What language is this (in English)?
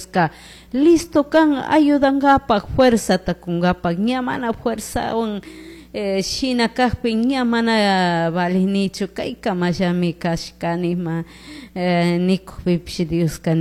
Chimborazo Highland Quichua